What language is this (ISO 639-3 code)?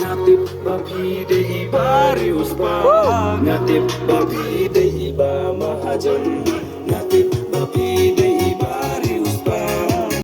kha